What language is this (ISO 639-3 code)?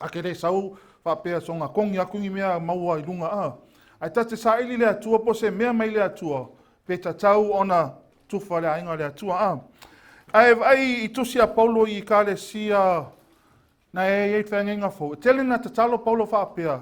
smo